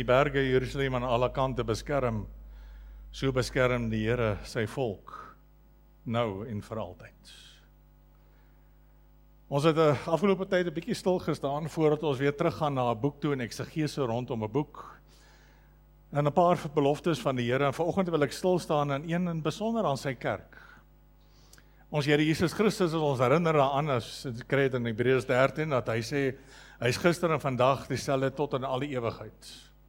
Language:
Afrikaans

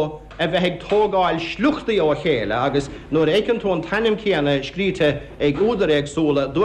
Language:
Irish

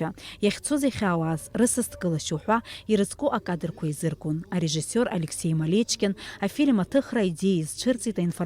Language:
Abkhazian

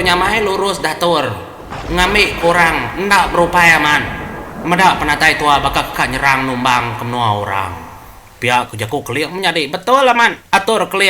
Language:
Iban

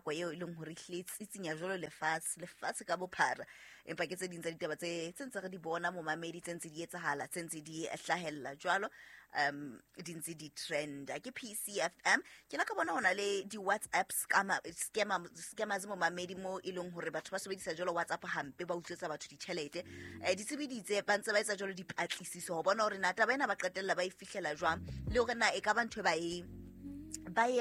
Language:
Southern Sotho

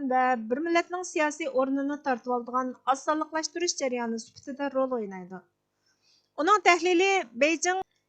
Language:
Uyghur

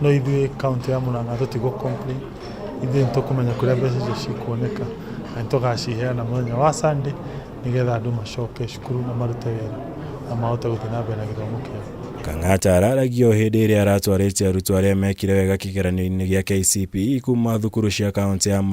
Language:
Kikuyu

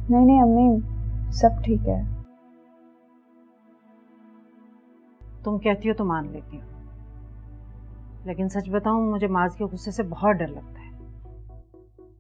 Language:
Hindi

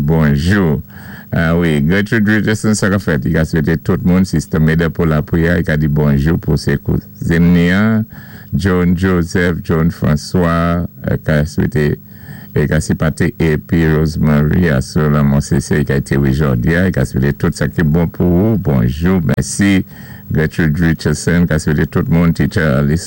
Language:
Saint Lucian Creole French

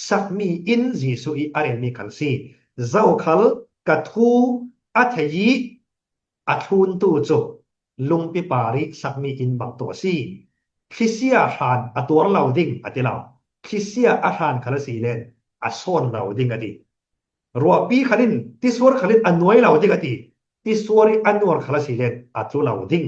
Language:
Falam Chin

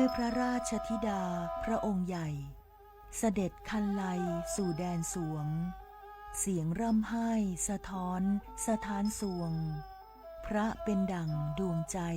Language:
Lahu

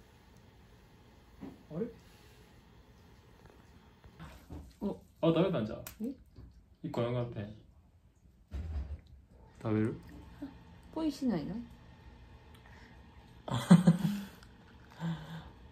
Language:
Japanese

